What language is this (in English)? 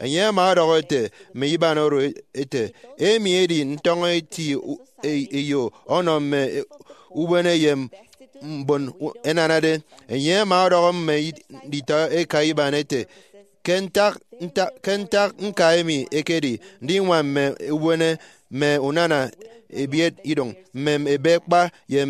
Efik